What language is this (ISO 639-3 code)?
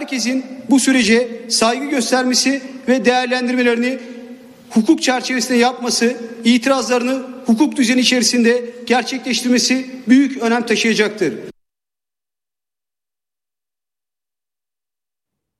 tur